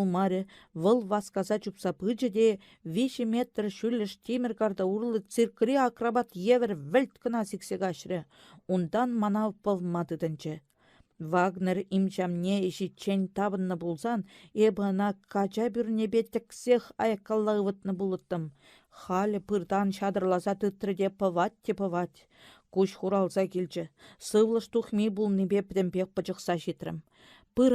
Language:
Chuvash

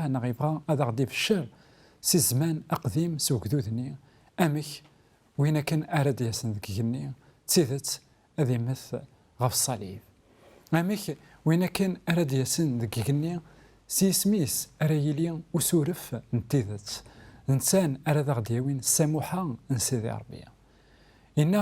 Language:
Kabyle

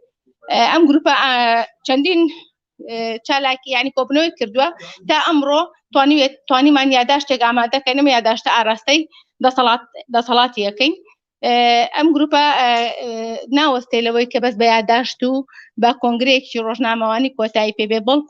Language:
Central Kurdish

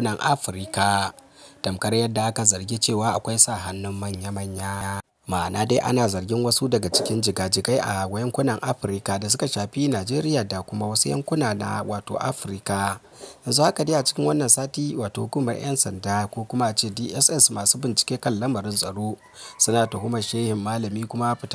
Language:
Hausa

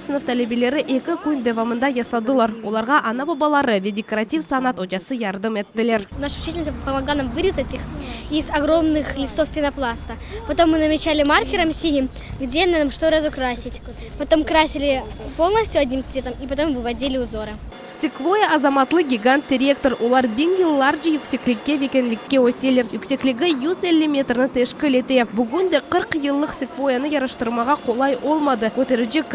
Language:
Crimean Tatar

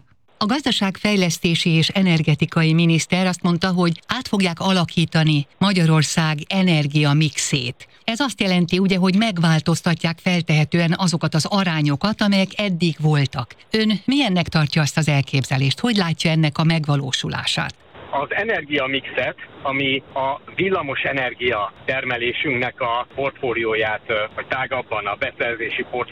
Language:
Hungarian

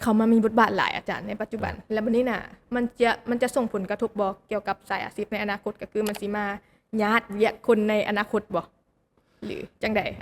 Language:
Lao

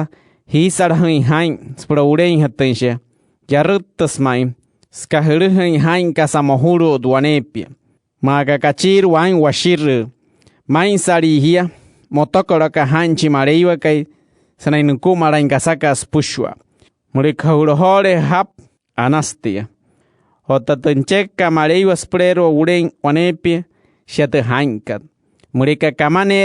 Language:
Wayuu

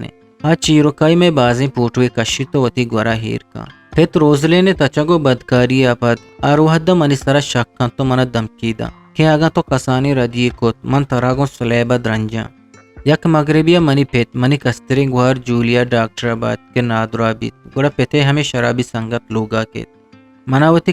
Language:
Eastern Balochi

